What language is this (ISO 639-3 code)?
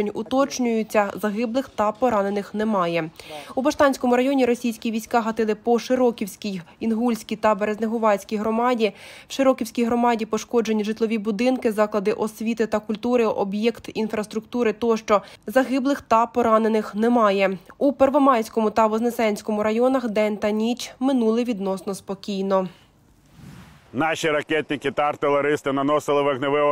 ukr